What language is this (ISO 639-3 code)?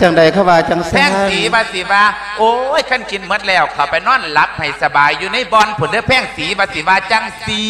lao